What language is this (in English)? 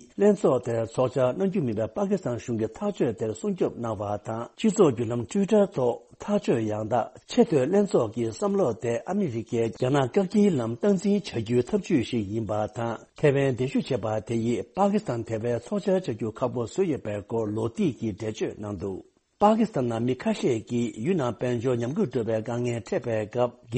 Tibetan